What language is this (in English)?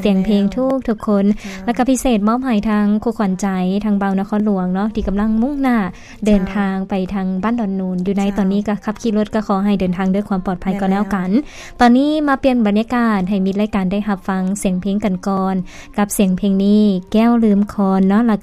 Lao